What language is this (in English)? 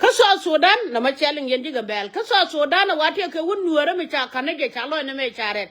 Nuer